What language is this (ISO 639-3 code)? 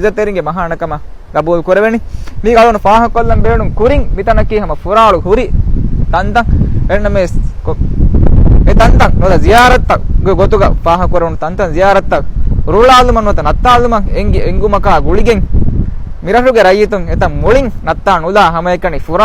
div